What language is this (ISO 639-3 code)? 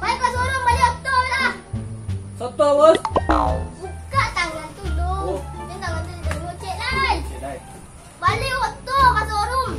min